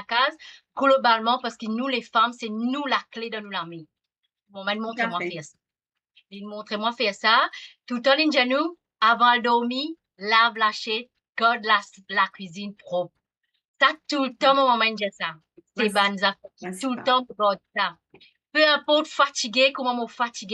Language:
Morisyen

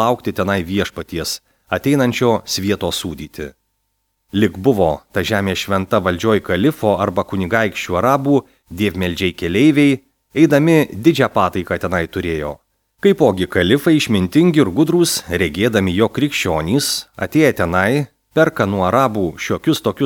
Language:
Lithuanian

